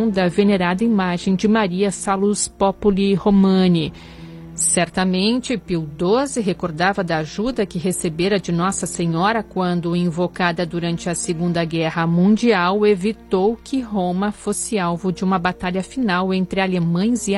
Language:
Portuguese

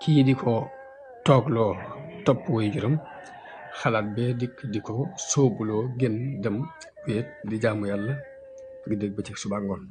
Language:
Wolof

